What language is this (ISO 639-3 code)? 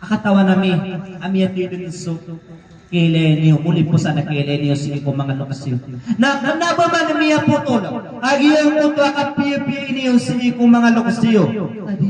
mrw